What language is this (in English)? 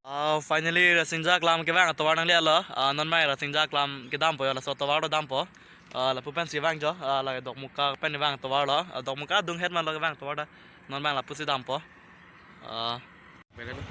Karbi